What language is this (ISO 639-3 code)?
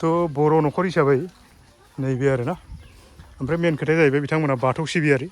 brx